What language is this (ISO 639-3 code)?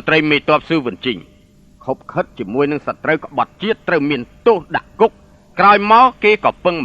khm